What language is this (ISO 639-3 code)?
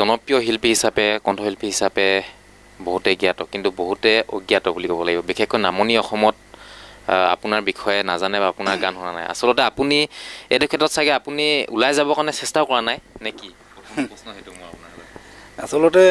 asm